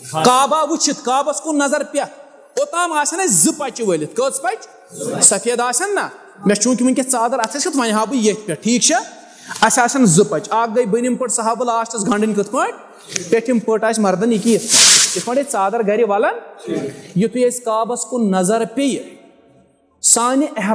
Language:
Kashmiri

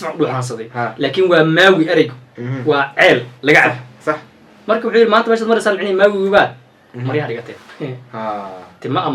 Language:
Somali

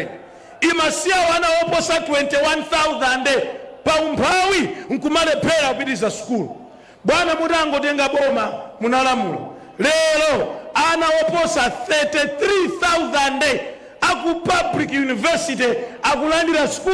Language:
Nyanja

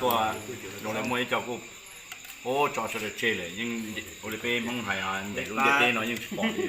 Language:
Hmong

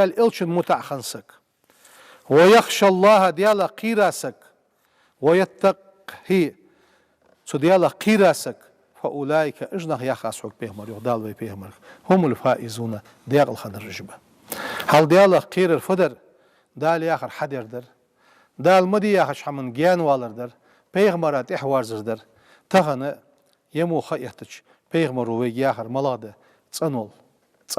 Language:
Ingush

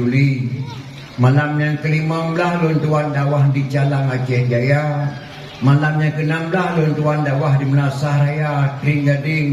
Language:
Achinese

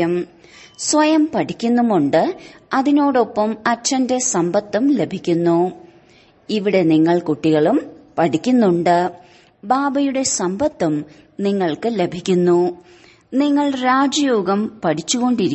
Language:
Malayalam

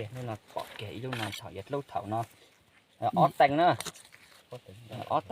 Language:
Hmong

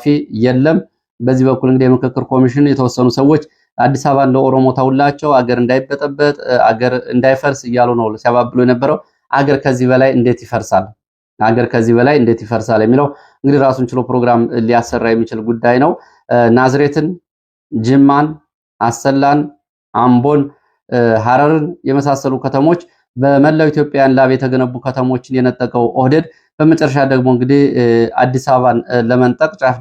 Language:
Amharic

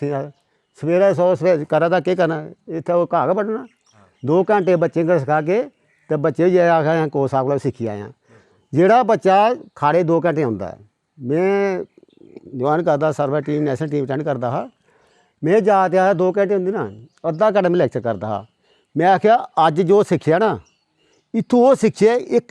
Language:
Dogri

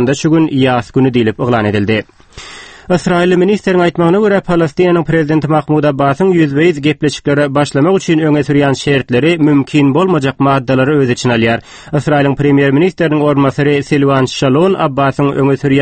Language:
Turkmen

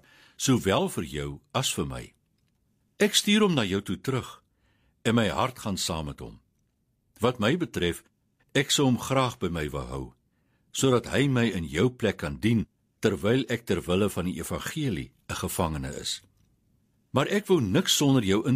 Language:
Afrikaans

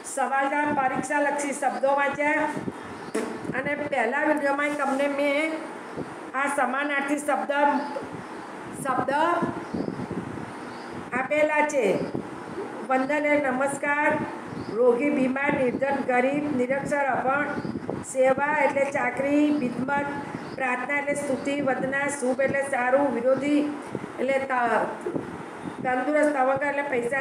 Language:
Gujarati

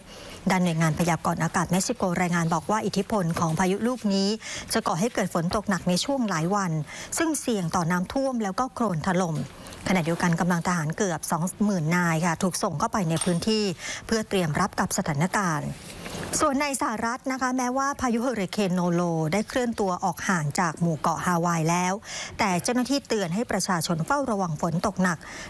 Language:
Thai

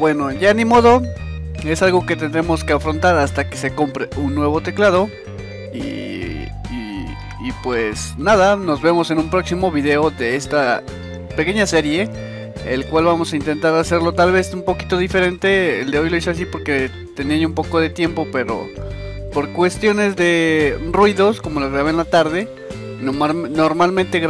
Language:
Spanish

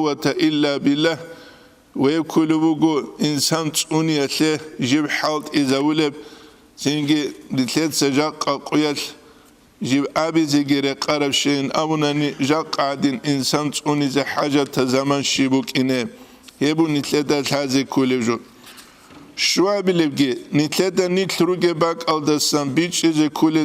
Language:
Avaric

